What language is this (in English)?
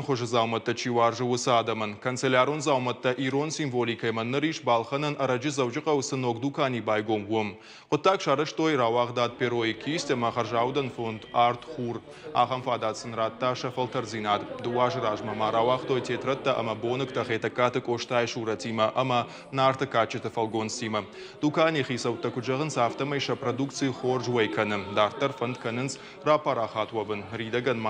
Ossetic